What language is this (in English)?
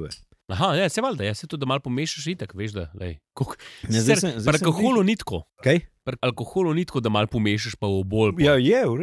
Slovenian